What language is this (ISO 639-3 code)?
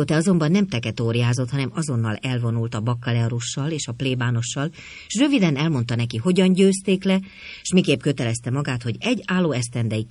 hun